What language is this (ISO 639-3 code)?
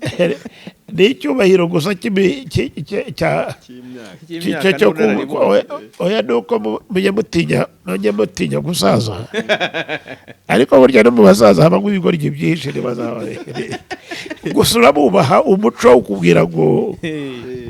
kin